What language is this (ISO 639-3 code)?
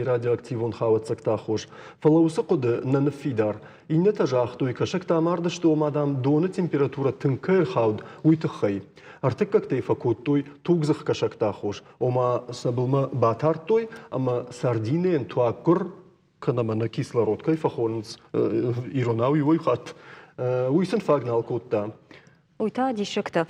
oss